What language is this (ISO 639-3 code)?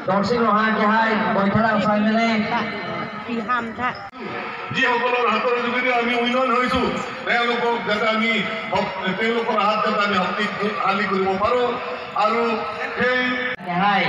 mjw